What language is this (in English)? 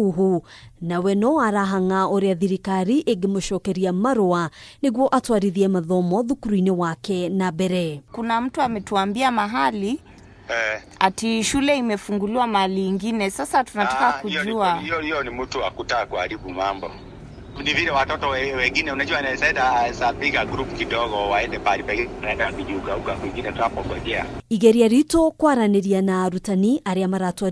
Kikuyu